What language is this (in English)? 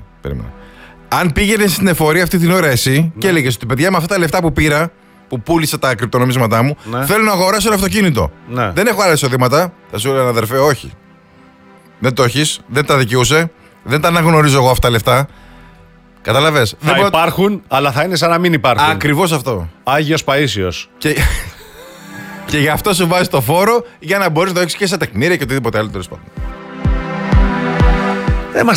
Greek